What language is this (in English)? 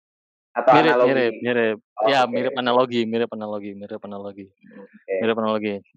Indonesian